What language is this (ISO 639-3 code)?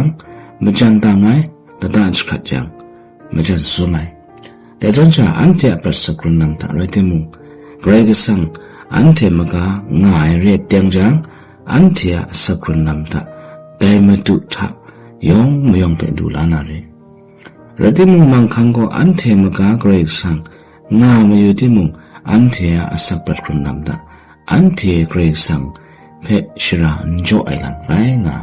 kac